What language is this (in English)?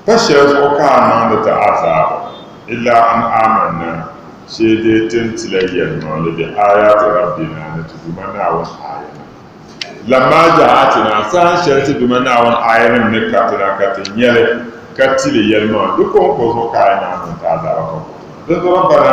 Dagbani